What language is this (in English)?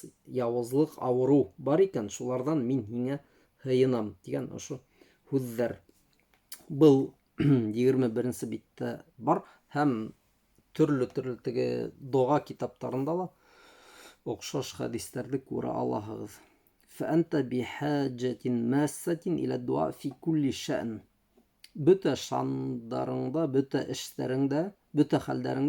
Bashkir